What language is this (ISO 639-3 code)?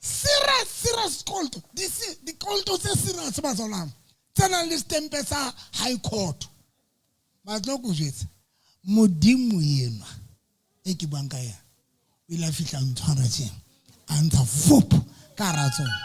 sot